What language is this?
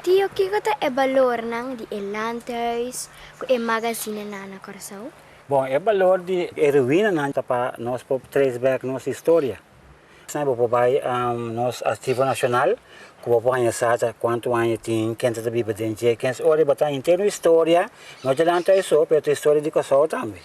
Papiamento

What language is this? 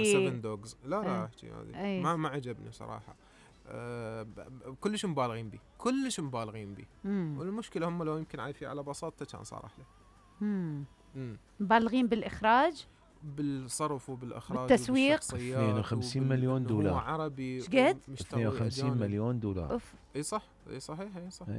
Mesopotamian Arabic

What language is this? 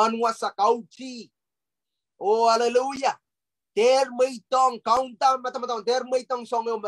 Pohnpeian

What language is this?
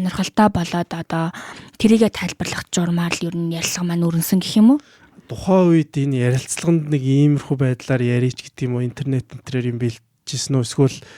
Mongolian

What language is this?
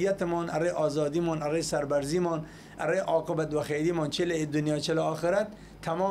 Southern Kurdish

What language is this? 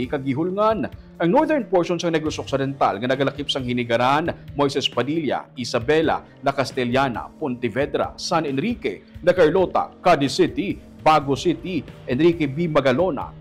Hiligaynon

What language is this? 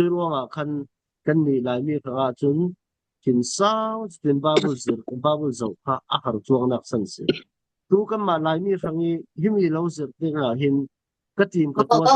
Falam Chin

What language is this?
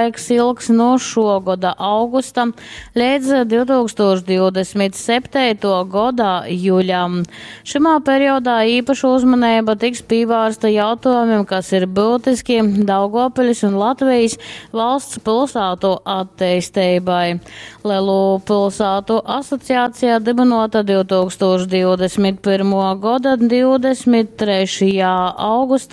Latgalian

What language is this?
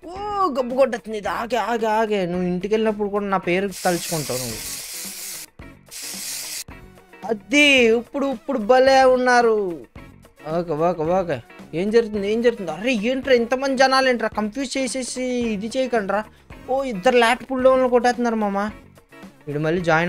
Telugu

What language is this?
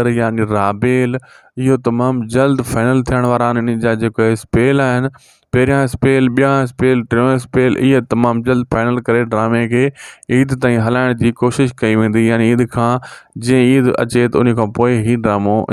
Sindhi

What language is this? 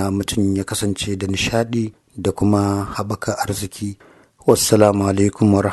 Hausa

